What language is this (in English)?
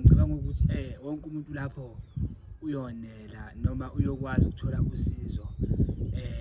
Zulu